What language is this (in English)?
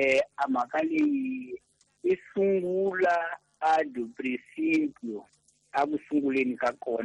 Tsonga